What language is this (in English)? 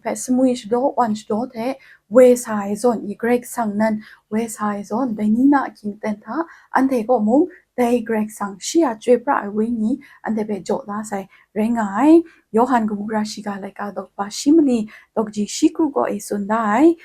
Kachin